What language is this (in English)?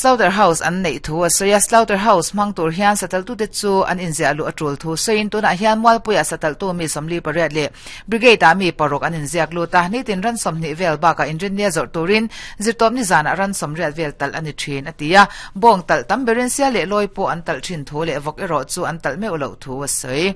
Mizo